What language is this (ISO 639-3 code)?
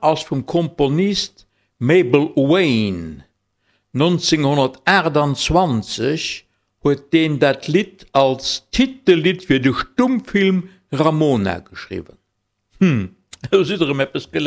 ltz